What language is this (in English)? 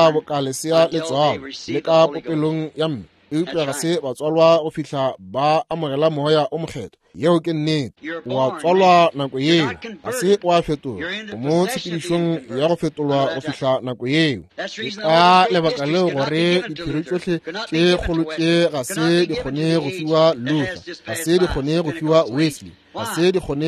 Northern Sotho